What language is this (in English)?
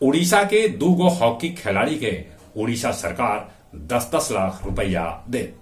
Magahi